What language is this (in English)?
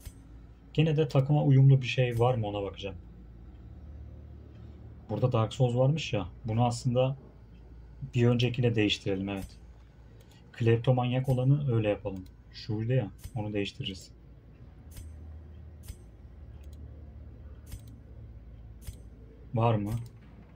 Turkish